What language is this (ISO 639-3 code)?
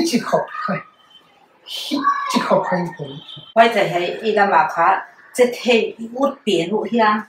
pck